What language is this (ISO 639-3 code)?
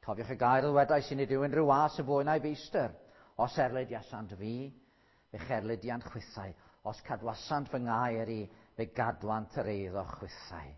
cym